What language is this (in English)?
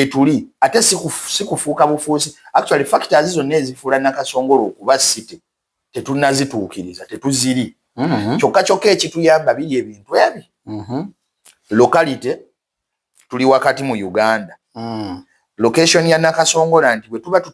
Ganda